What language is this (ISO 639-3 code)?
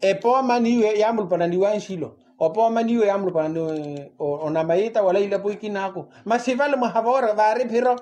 vmw